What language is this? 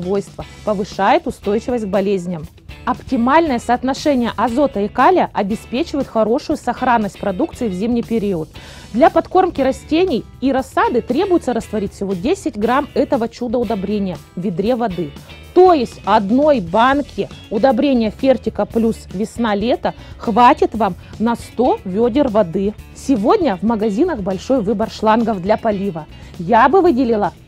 Russian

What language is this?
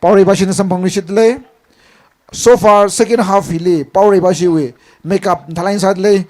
Tangkhul Naga (India)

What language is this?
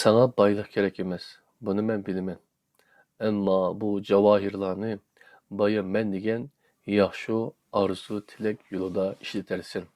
Uyghur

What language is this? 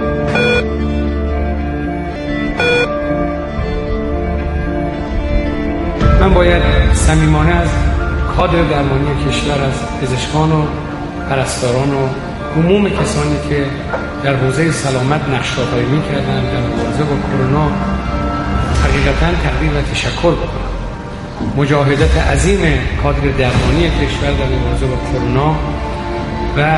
Persian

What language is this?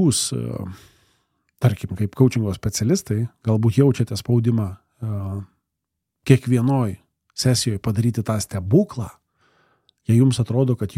Lithuanian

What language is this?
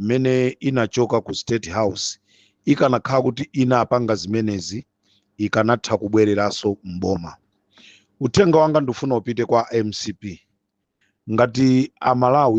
Nyanja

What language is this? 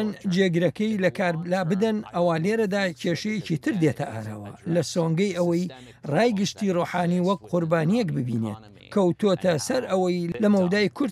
Central Kurdish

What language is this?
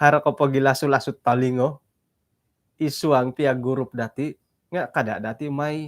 Central Dusun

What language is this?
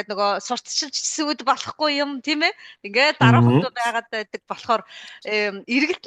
Mongolian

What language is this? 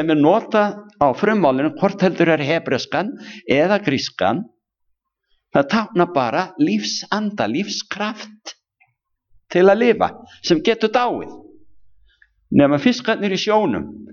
Icelandic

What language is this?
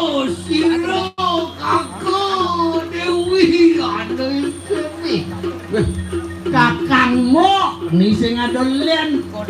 Balinese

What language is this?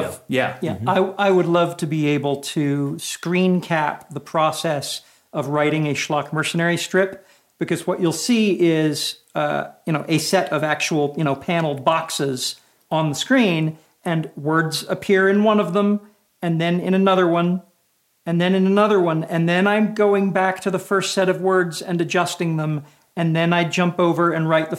English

